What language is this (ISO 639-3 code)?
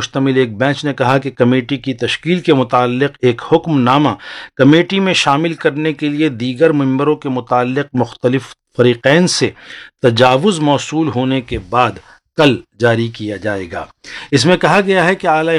urd